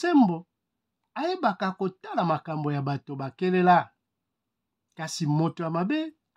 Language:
Lingala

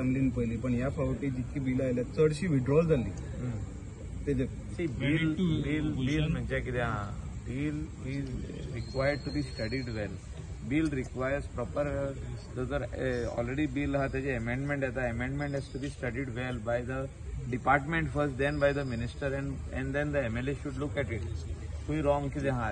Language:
Konkani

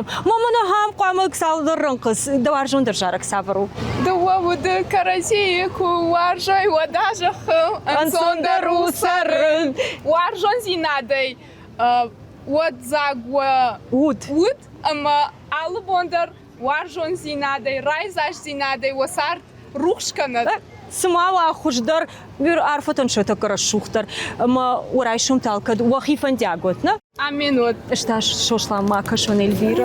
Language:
Ossetic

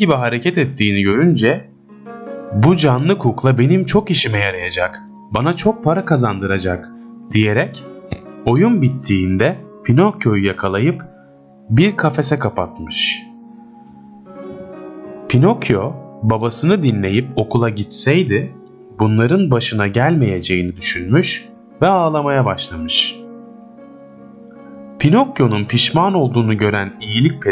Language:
Turkish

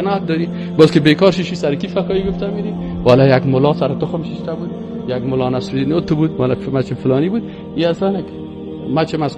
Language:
Persian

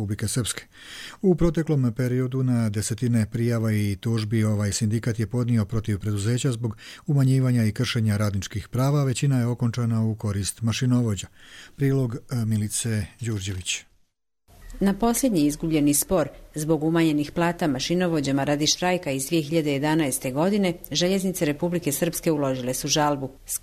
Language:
Croatian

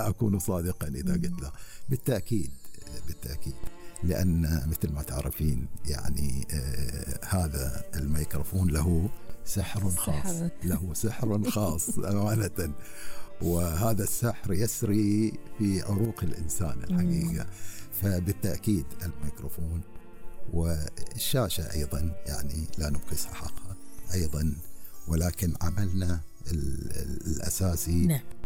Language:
Gulf Arabic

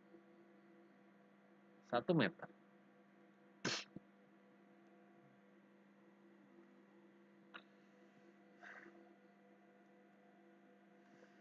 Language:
Indonesian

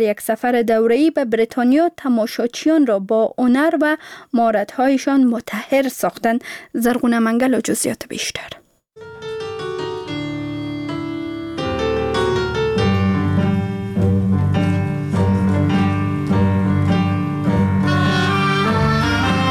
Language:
Persian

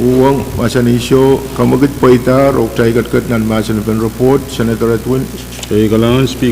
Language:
Pohnpeian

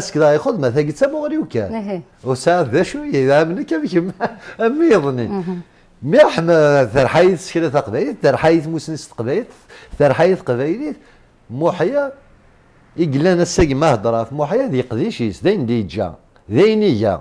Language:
Kabyle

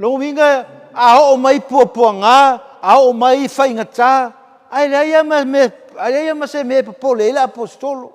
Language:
Samoan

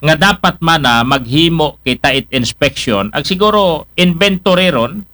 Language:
Aklanon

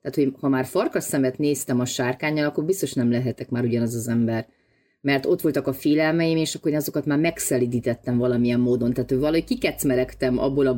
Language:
Hungarian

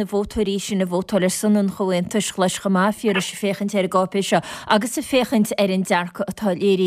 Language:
Irish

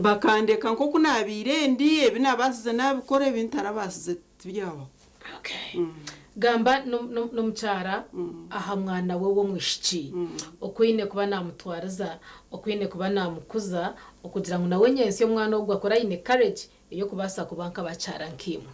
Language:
Nyankole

